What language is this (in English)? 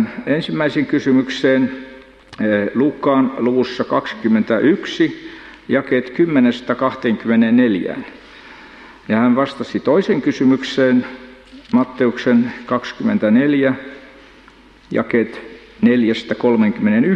Finnish